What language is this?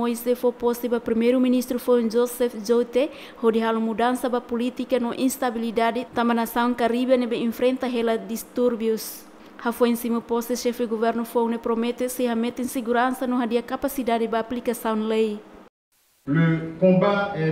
Tetum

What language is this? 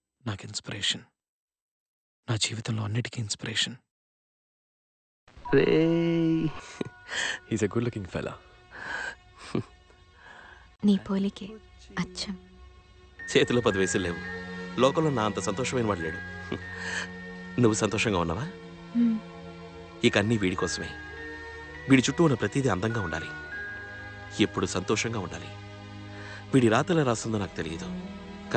Telugu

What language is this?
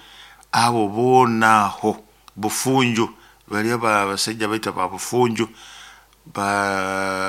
Nyoro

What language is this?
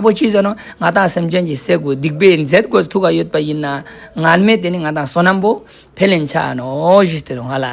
Ladakhi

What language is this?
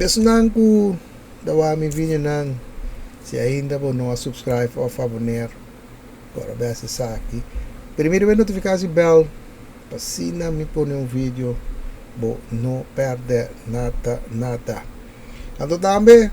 Papiamento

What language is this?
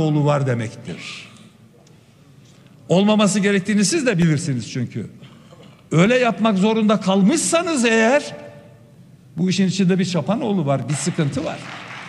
Turkish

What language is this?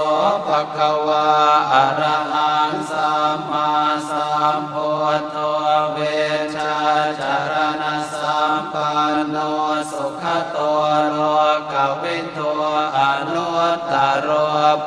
Pali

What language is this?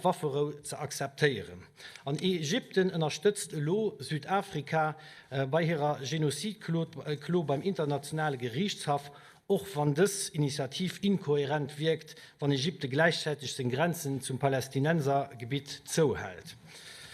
Luxembourgish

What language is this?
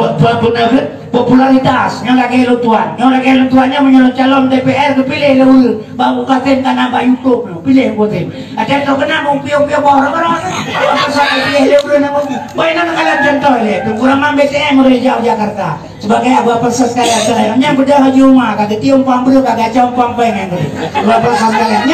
Achinese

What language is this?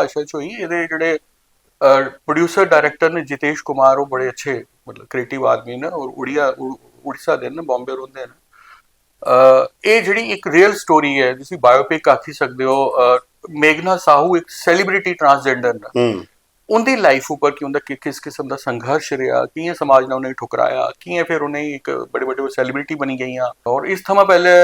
Dogri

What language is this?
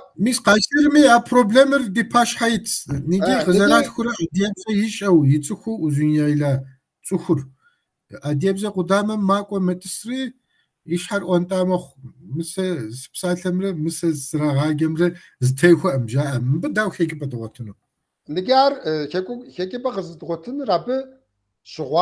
Kabardian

